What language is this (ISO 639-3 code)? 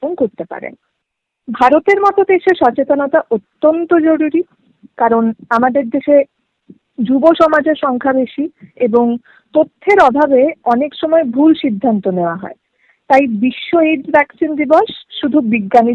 ben